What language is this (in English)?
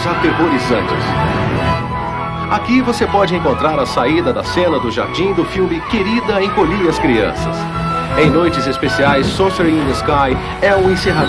Portuguese